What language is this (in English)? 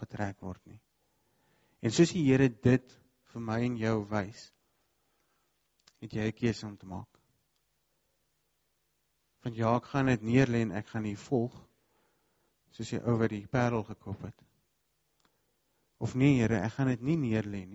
Afrikaans